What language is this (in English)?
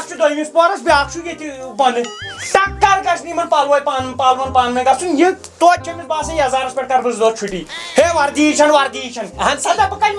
Kashmiri